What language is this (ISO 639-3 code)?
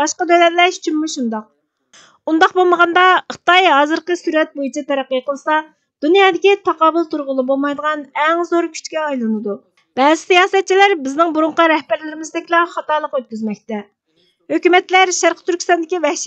uig